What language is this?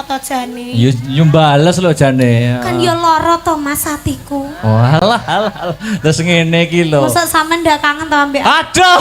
Javanese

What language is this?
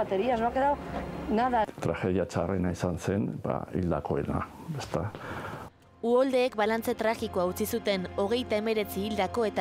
Basque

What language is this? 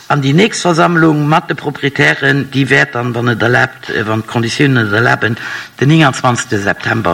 Luxembourgish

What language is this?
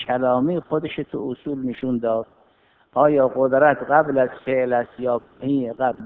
Persian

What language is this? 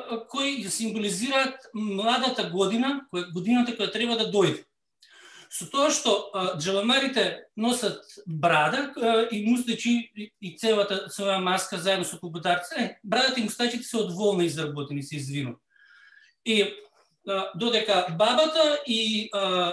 Macedonian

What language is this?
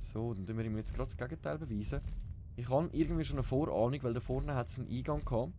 Swiss German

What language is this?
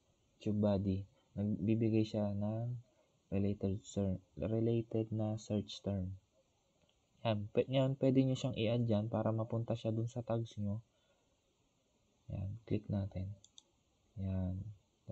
Filipino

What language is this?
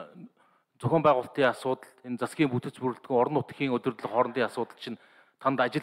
Mongolian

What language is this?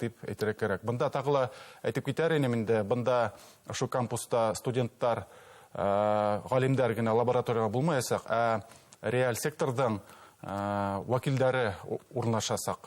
Bashkir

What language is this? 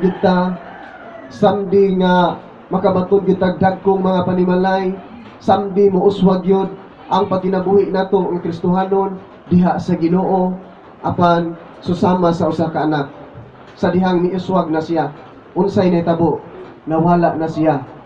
Cebuano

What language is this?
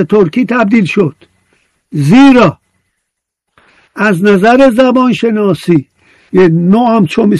Persian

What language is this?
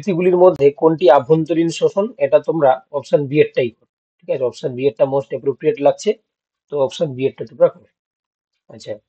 Bangla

